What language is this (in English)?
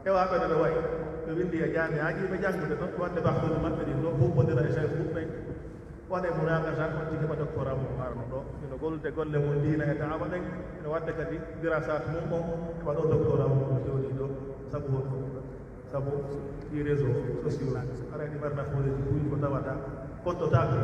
Pular